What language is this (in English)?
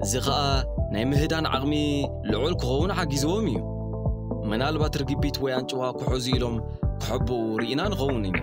Tigrinya